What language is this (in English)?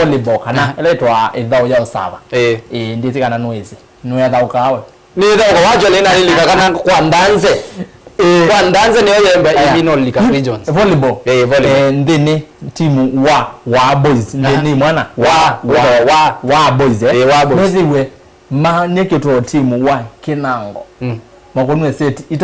Kamba